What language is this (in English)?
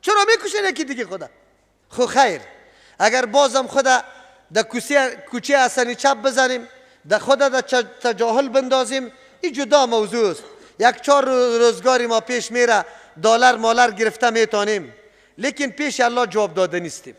Persian